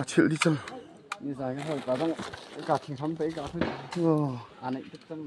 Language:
Hakha Chin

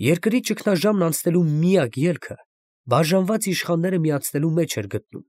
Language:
Armenian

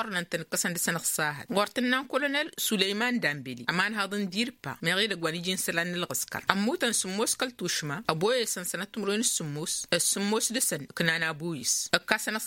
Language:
Tamasheq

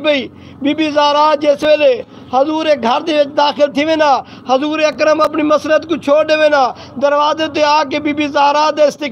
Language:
Saraiki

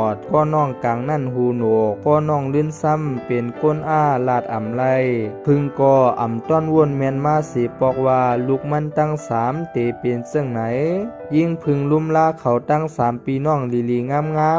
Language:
Shan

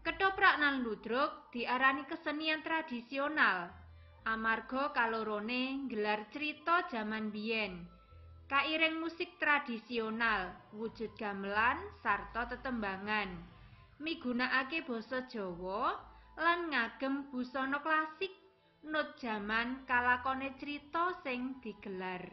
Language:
Javanese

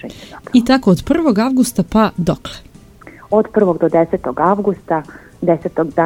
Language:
Serbian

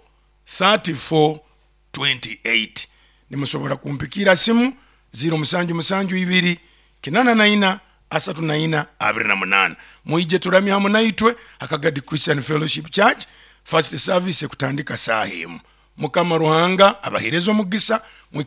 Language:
Nyoro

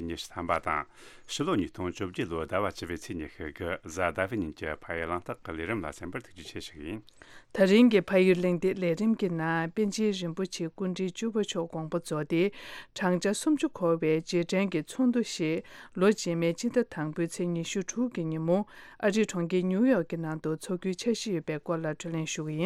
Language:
Tibetan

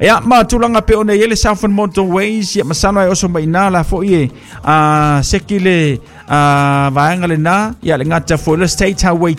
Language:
Samoan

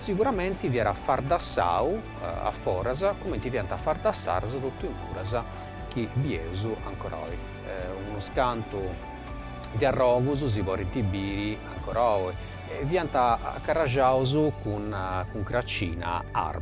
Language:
Sardinian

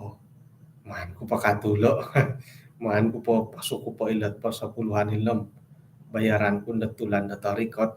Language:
Central Dusun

